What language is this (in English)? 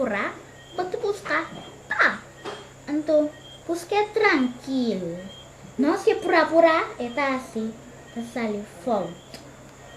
Papiamento